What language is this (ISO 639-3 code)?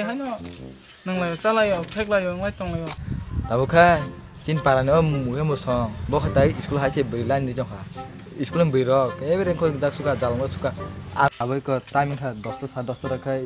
trp